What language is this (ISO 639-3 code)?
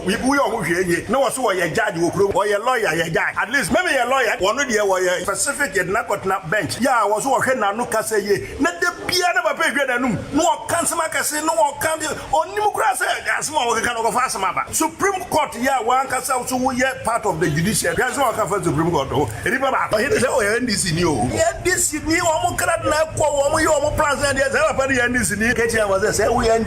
aka